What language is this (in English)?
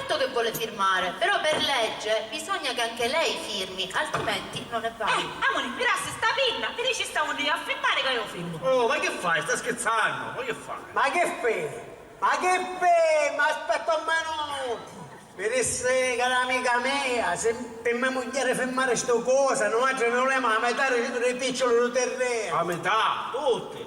Sicilian